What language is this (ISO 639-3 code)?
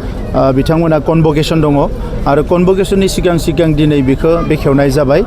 brx